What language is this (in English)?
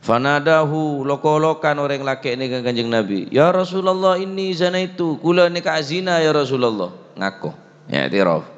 Madurese